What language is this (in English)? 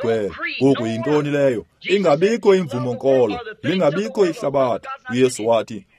Xhosa